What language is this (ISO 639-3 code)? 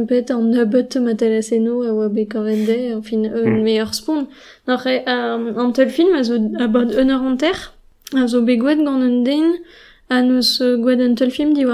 bre